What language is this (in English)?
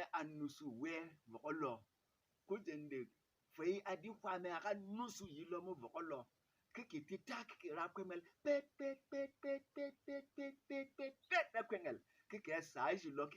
Berom